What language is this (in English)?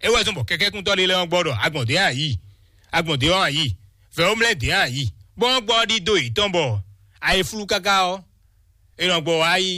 Fon